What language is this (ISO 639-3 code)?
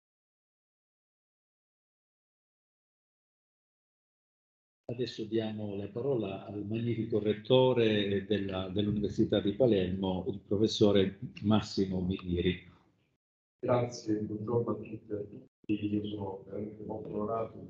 ita